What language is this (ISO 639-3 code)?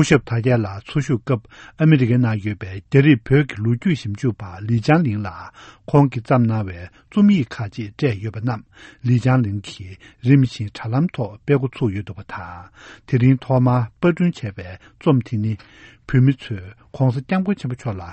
bod